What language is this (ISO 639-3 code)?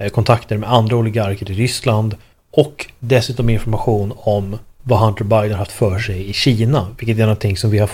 swe